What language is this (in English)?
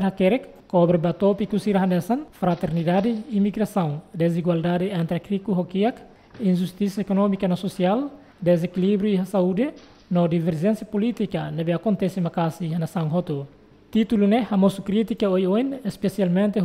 Tetum